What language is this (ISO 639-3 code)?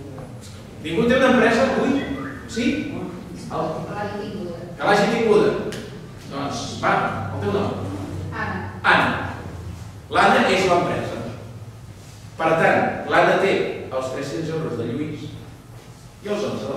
cat